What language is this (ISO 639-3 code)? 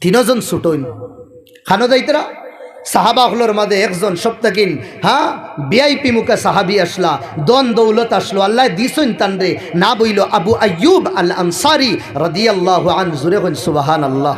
syl